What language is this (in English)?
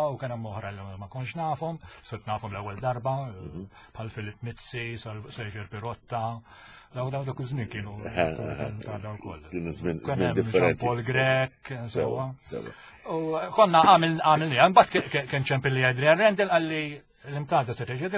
Maltese